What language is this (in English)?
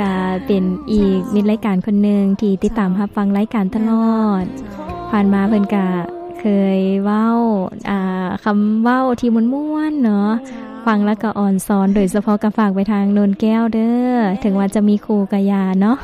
Lao